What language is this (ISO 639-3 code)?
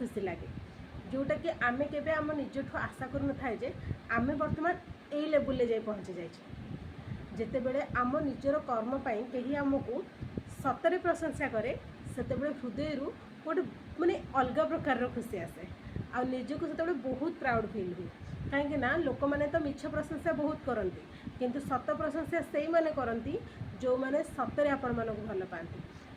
ori